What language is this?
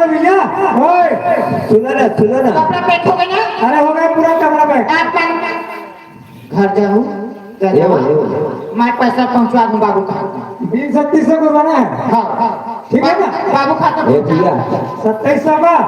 Chhattisgarhi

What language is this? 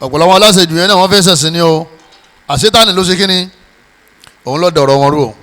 Yoruba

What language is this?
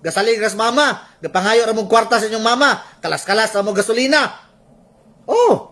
Cebuano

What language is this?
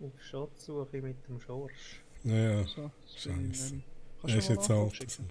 Swiss German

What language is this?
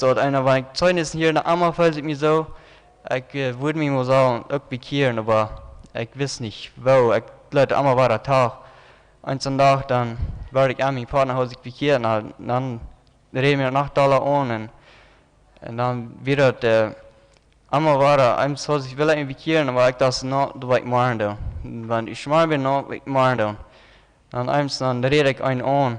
Plautdietsch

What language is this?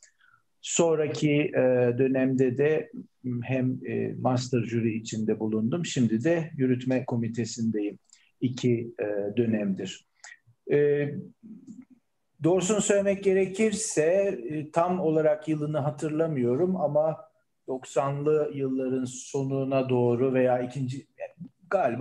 Turkish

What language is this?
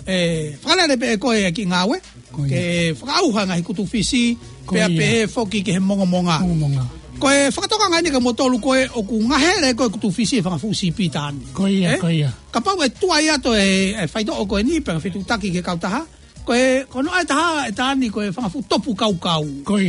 Tongan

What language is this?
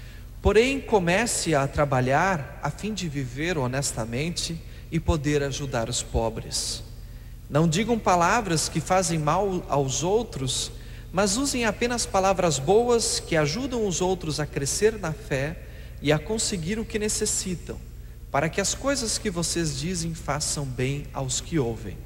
Portuguese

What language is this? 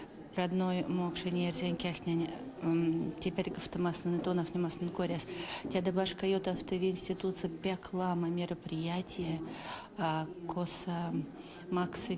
Erzya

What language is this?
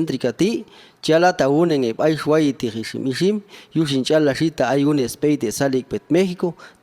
Popti'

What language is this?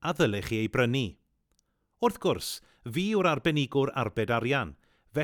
Welsh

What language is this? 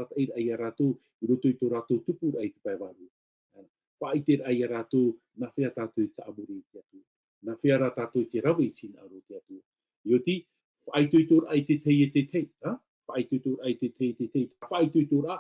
Tahitian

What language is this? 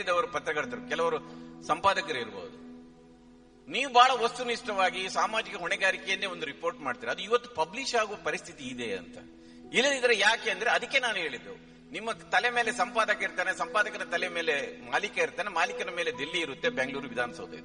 Kannada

